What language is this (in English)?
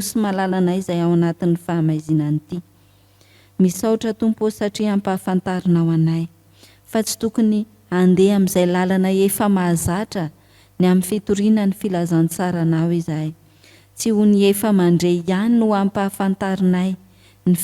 Malagasy